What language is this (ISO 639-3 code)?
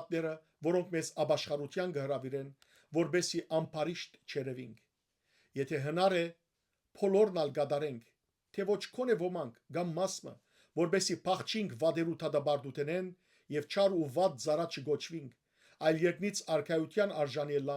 hyw